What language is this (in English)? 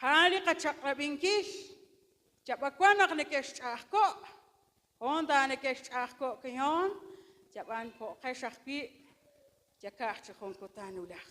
Kekchí